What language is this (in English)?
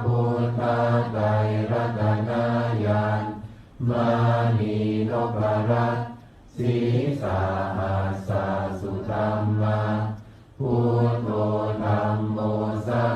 Pali